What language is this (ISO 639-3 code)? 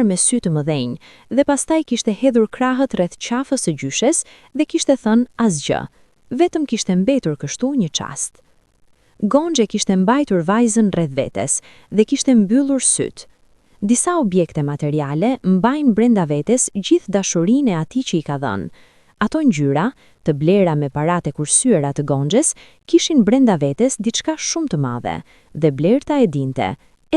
sqi